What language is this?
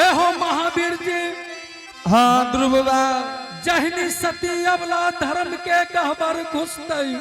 Angika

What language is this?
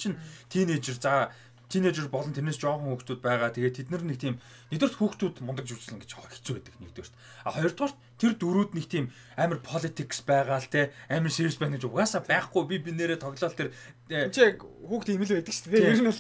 Mongolian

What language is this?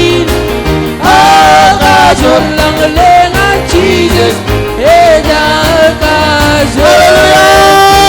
Marshallese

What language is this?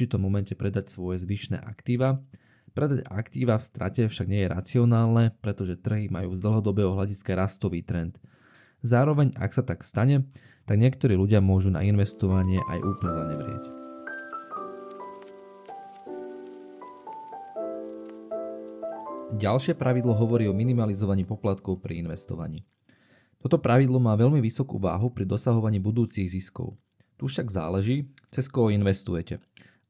Slovak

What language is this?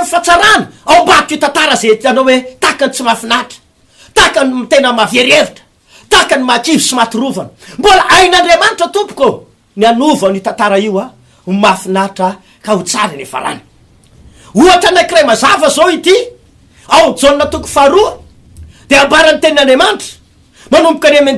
Malagasy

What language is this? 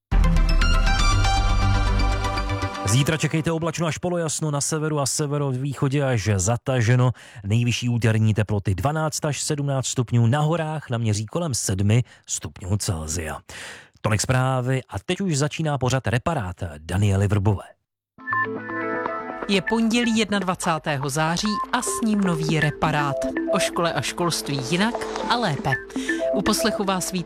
Czech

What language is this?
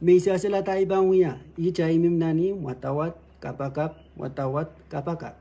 Pohnpeian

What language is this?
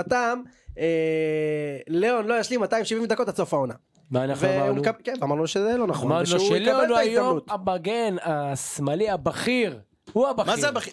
Hebrew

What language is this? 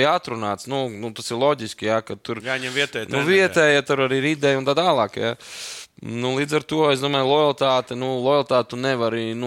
Latvian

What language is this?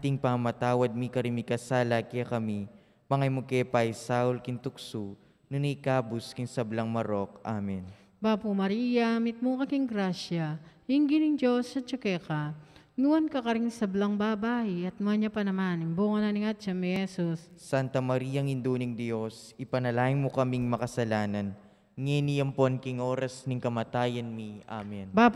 Pampanga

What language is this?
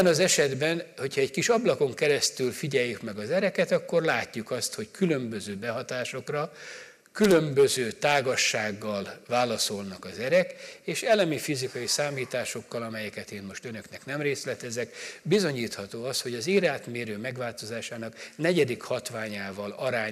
Hungarian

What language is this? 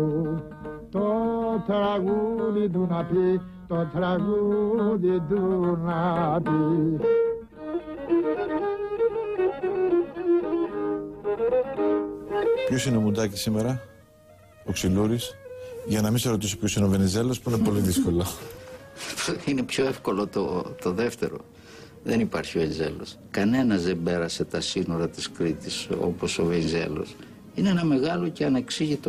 Greek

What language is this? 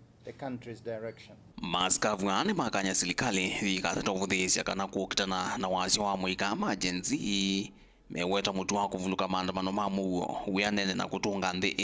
Kamba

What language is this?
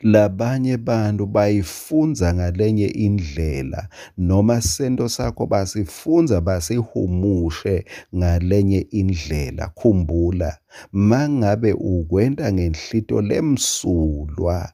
Swati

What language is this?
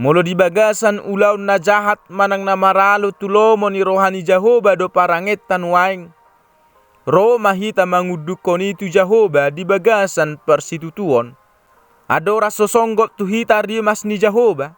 Batak Toba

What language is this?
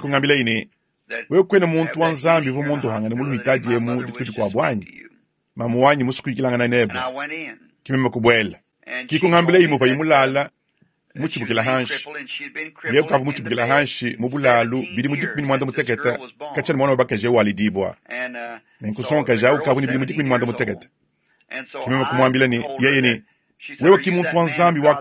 Luba-Lulua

